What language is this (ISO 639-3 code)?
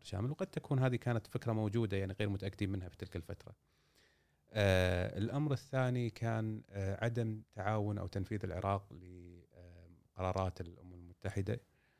afb